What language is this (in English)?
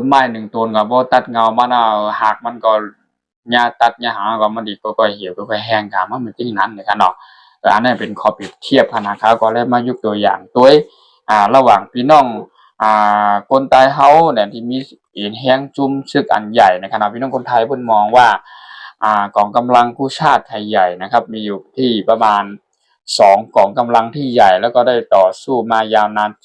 Shan